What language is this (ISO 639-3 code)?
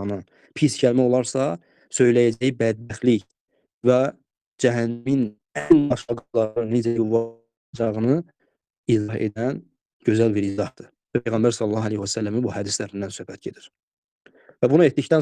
aze